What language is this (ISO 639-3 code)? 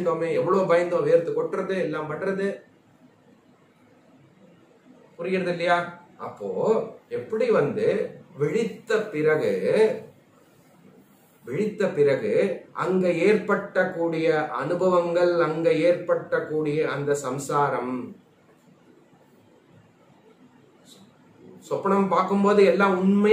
tam